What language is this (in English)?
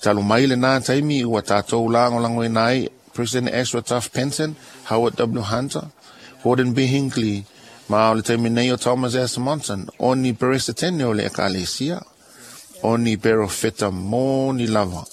Samoan